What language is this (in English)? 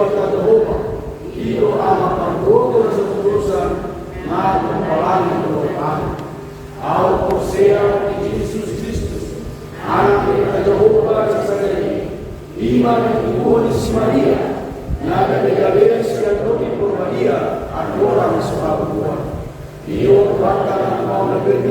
Batak Toba